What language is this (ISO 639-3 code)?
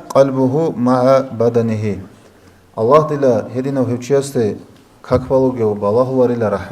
ava